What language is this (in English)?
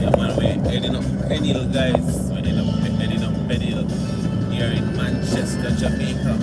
Jamaican Creole English